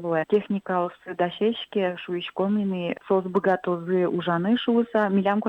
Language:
Udmurt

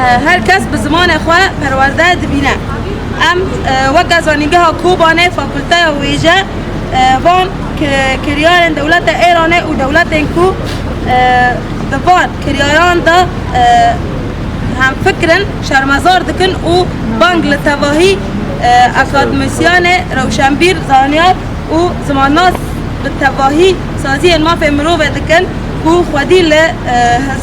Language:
Kurdish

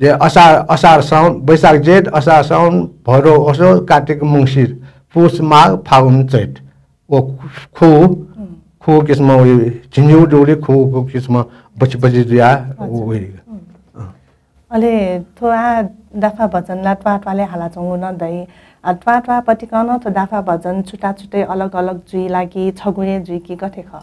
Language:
Newari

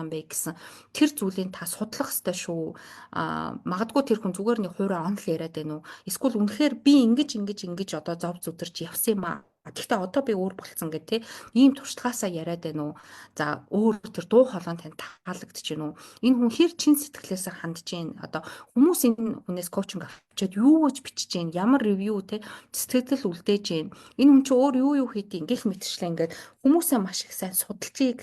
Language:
Mongolian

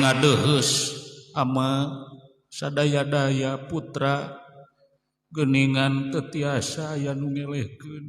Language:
Sundanese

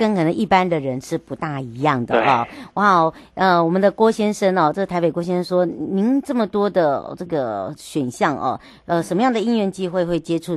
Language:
Chinese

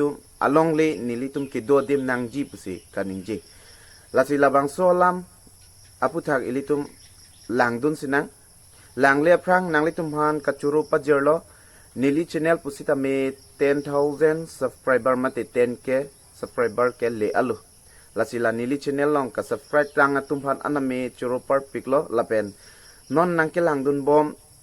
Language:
Karbi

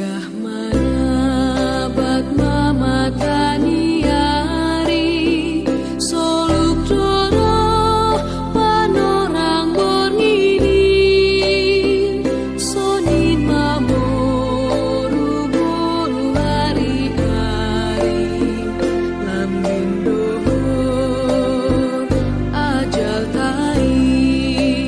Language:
Batak Simalungun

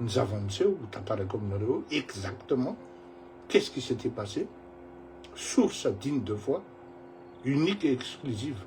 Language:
Malagasy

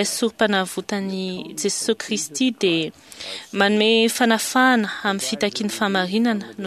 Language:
Malagasy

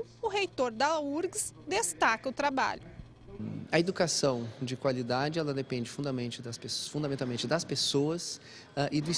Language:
Portuguese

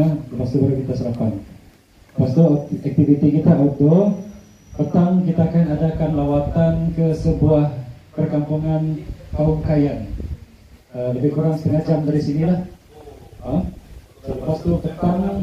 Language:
Malay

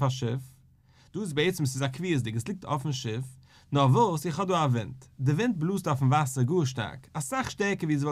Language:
Yiddish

